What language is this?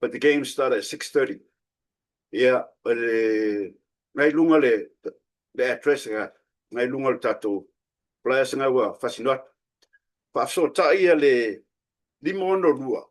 Samoan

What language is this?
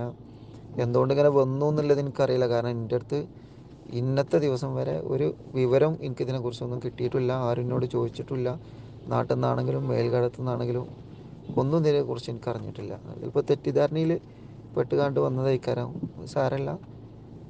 Malayalam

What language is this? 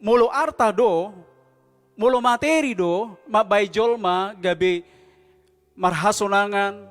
Batak Toba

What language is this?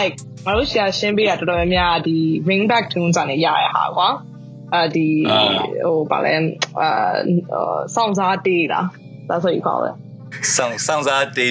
Burmese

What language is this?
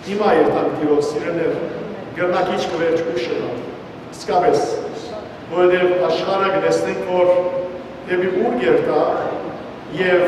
Western Armenian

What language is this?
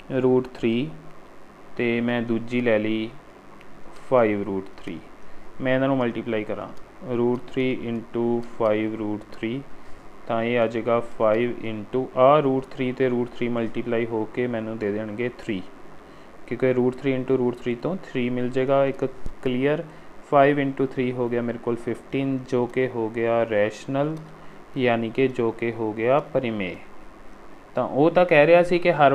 Punjabi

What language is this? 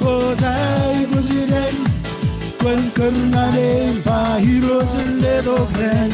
Marshallese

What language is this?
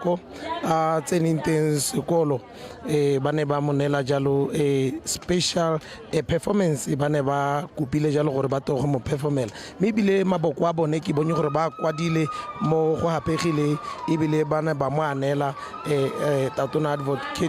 Tswana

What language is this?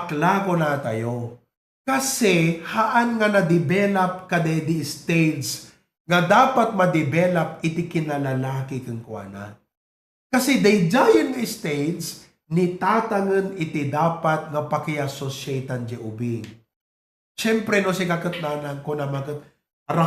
Iloko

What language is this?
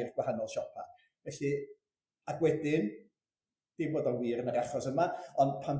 Welsh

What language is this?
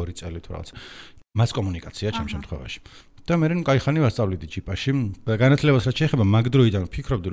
Georgian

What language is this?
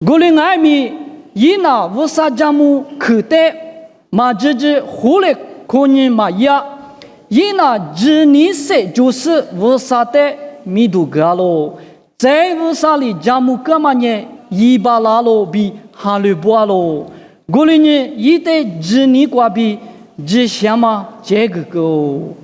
Lisu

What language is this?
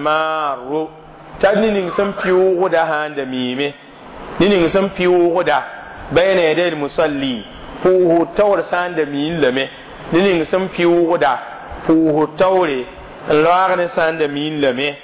Mossi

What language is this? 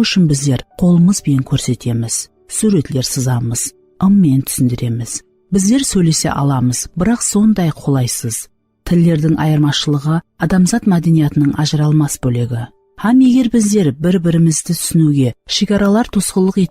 Kara-Kalpak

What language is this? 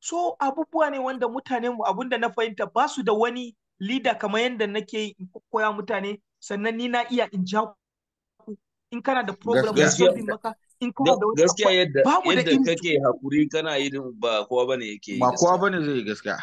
Hausa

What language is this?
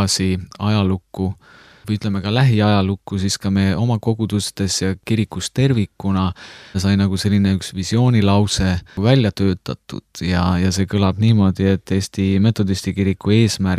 Estonian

